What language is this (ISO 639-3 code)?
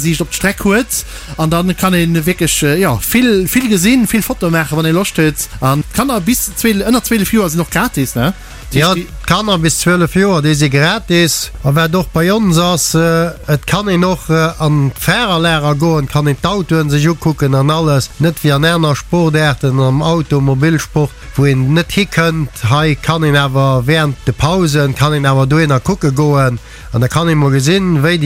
ltz